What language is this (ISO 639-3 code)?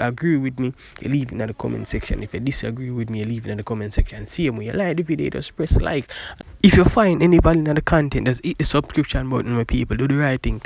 jam